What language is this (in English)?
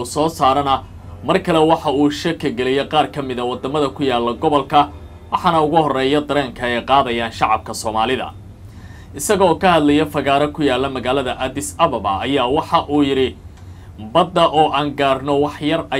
Somali